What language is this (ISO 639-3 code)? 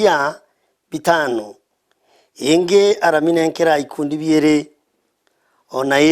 mer